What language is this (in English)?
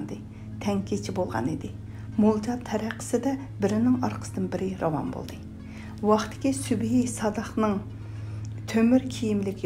Uyghur